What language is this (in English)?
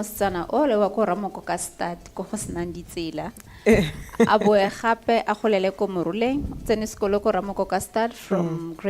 Tswana